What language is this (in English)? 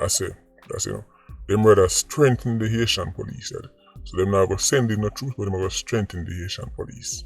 Jamaican Creole English